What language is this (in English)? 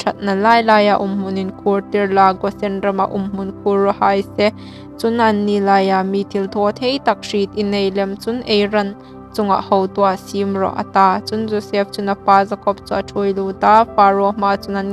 Hmar